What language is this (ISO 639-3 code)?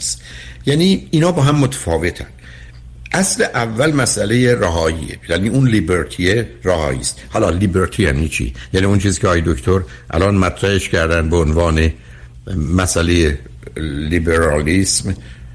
fas